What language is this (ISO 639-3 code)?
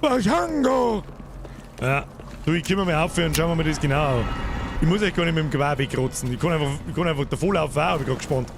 bar